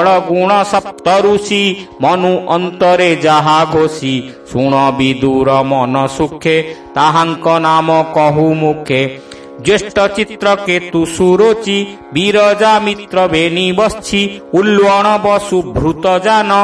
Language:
Odia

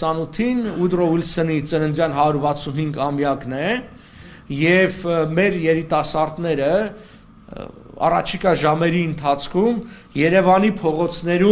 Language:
Western Armenian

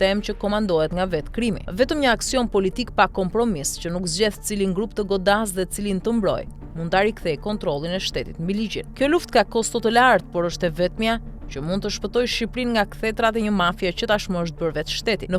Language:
Albanian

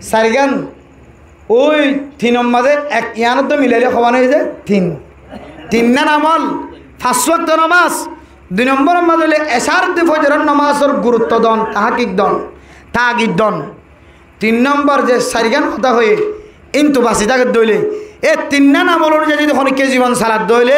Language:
Rohingya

